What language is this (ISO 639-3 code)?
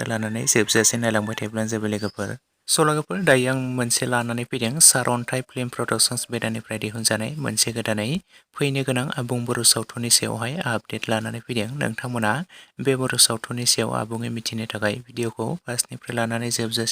brx